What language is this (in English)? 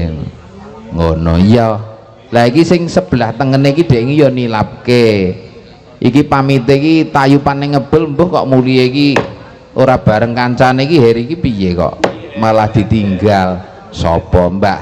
Javanese